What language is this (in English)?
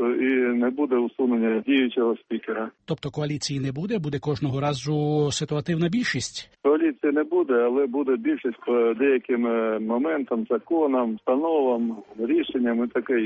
Ukrainian